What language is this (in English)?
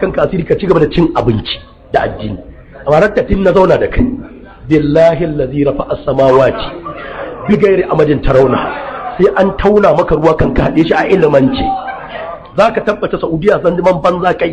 Hausa